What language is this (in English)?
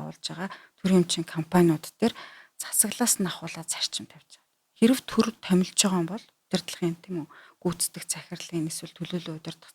Mongolian